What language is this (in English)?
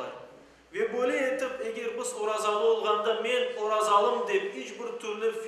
Crimean Tatar